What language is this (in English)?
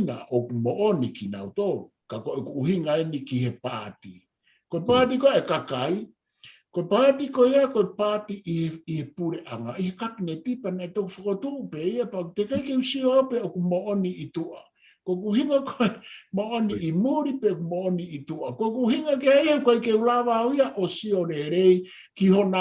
Tongan